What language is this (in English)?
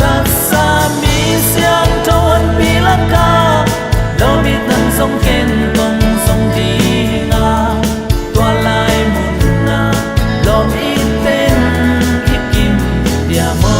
Tedim Chin